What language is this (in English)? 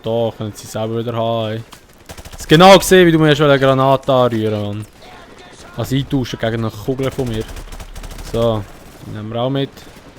Swiss German